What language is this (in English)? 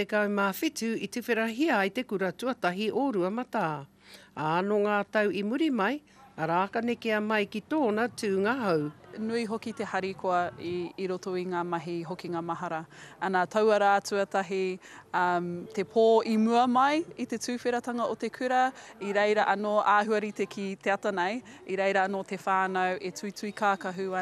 Māori